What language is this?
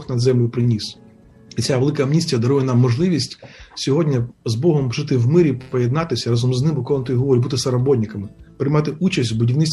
Ukrainian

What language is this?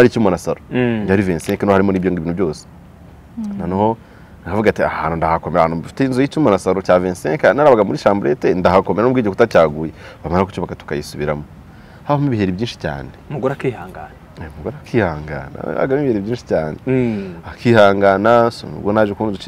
Kinyarwanda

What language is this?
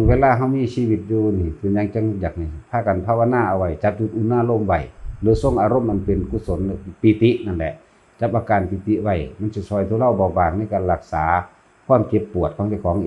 Northeastern Thai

